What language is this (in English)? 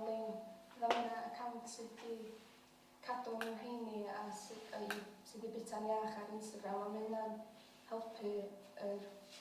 Welsh